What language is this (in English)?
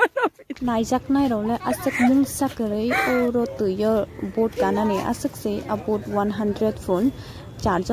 Kok Borok